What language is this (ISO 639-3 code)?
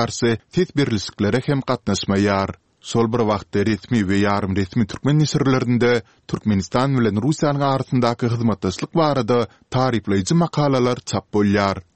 tuk